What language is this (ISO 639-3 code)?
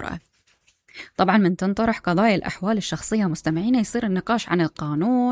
acm